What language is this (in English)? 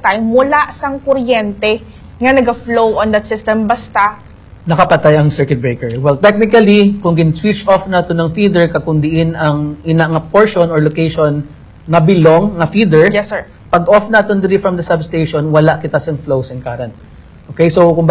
Hiligaynon